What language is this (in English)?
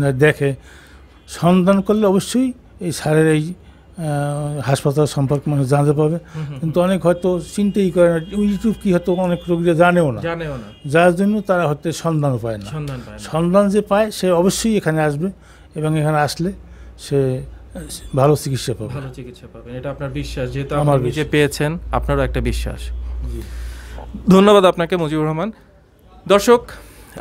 Bangla